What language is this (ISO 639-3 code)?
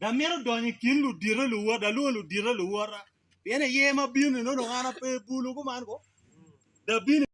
ach